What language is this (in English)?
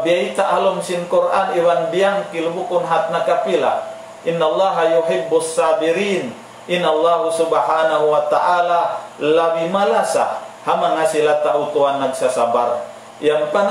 Tausug